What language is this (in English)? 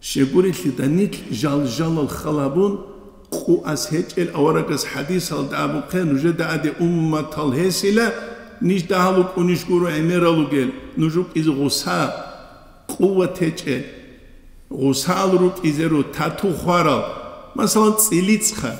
Avaric